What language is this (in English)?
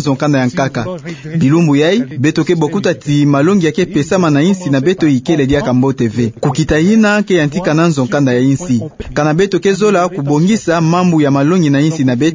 Kituba (Democratic Republic of Congo)